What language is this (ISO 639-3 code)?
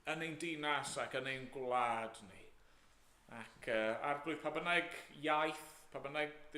cym